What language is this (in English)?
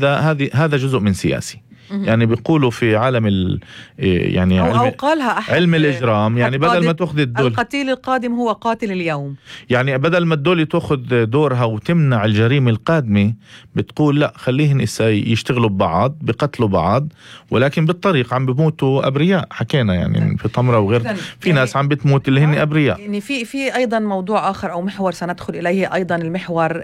North Levantine Arabic